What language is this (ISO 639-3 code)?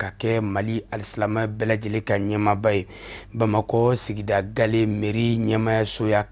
bam